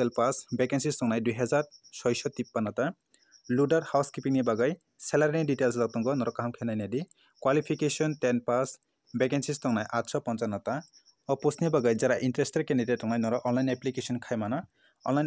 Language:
Kok Borok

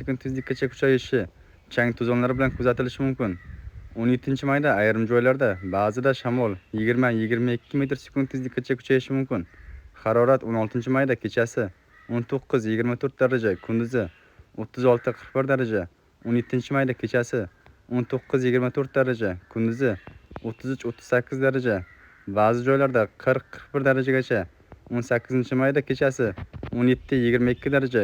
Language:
Uzbek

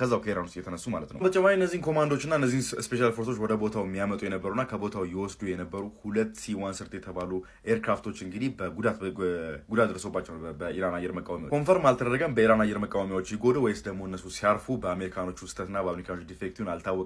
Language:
Amharic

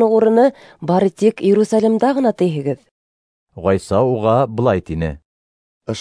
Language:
Bashkir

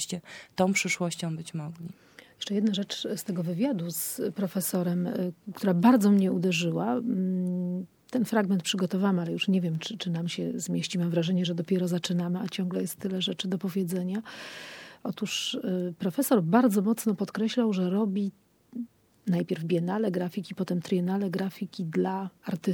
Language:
Polish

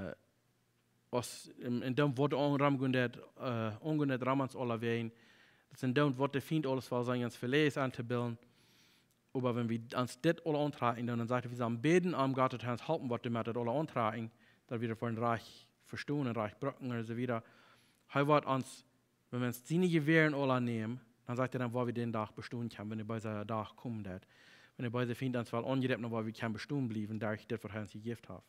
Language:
Plautdietsch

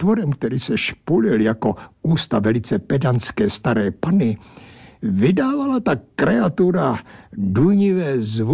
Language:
Czech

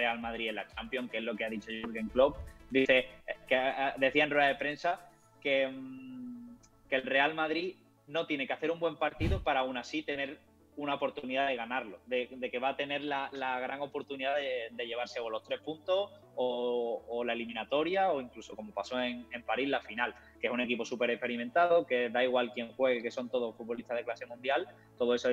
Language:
Spanish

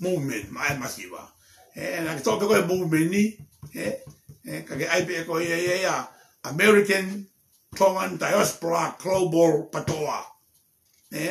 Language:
Tongan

